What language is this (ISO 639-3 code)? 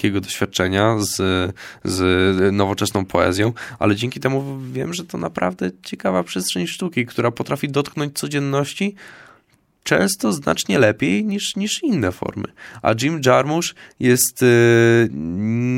pol